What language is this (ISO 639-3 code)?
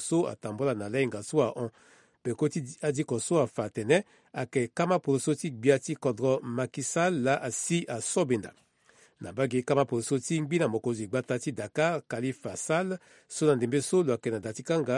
sag